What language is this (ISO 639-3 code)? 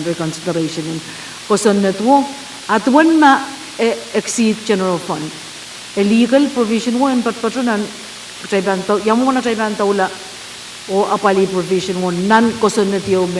pon